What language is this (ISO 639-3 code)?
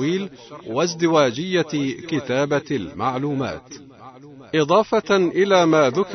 ara